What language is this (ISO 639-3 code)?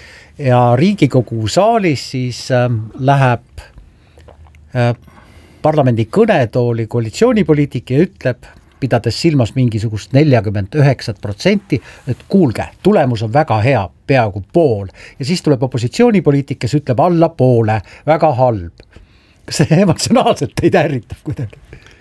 est